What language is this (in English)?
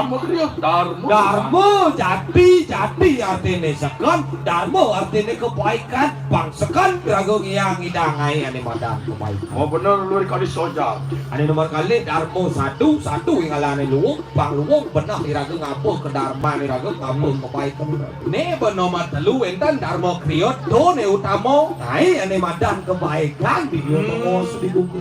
Balinese